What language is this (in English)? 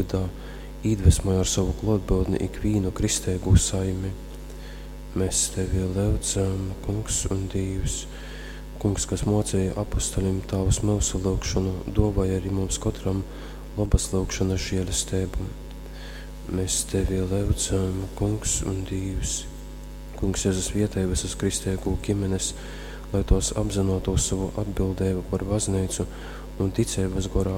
Latgalian